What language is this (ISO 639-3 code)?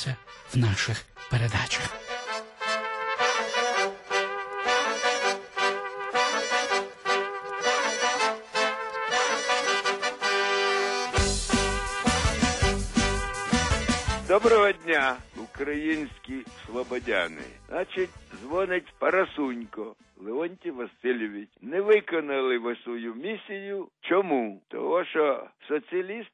ukr